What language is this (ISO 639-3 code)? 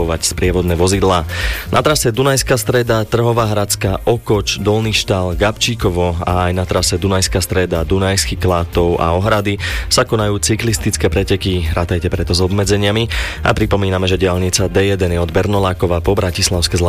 slk